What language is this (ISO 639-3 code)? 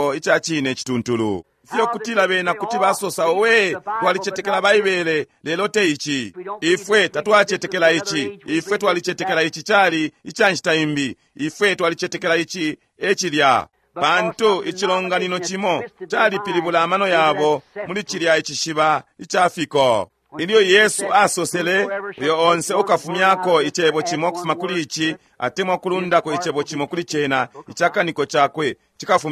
bem